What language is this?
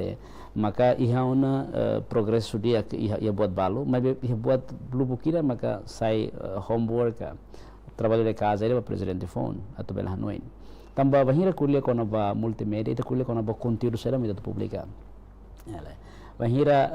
Tetum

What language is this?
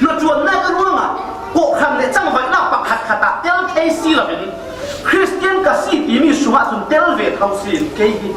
Falam Chin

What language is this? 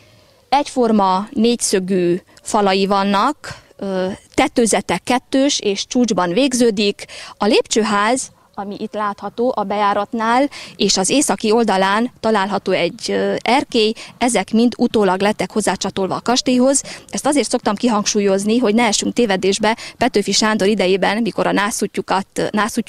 Hungarian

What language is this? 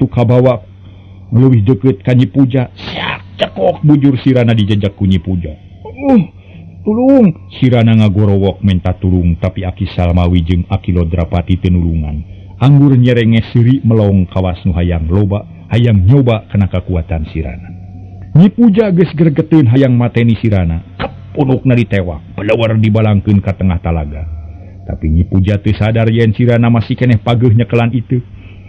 Sundanese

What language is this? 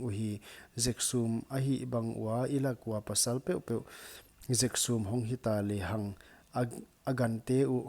Paite Chin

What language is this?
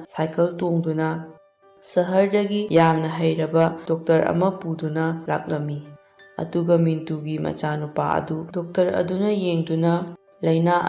Manipuri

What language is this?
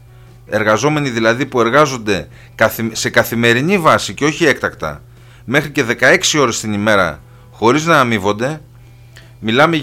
Greek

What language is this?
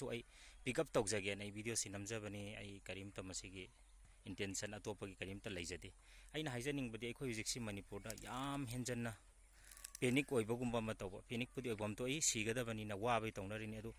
Manipuri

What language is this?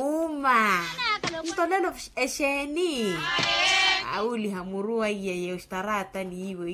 Makhuwa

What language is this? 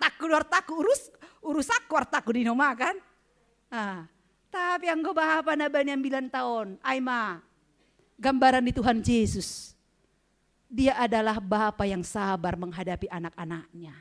Batak Simalungun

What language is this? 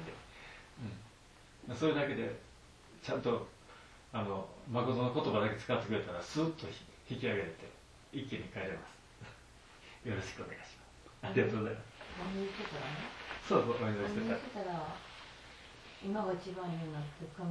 Japanese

